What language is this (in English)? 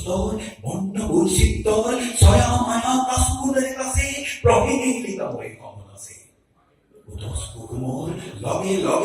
Assamese